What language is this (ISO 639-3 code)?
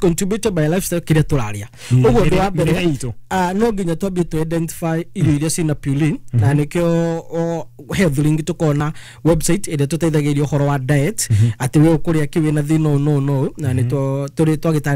kik